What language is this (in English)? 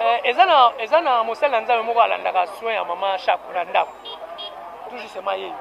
Lingala